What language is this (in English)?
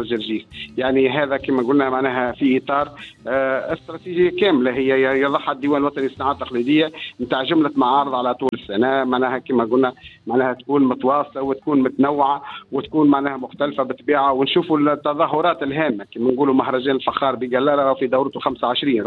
Tunisian Arabic